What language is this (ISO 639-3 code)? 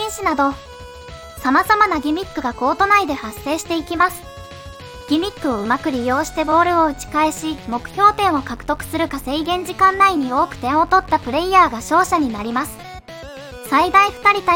jpn